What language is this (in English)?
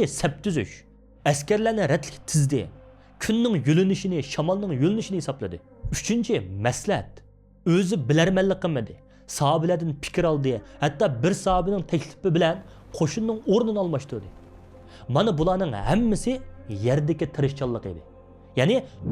Uyghur